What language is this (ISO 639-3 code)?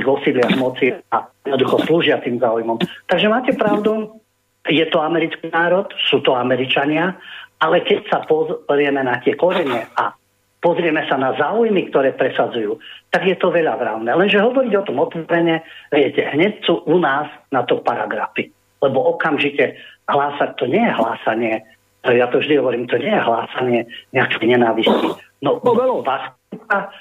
slk